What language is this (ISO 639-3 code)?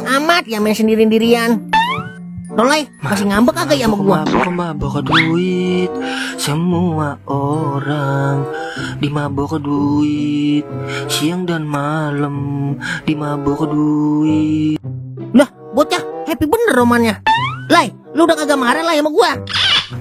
bew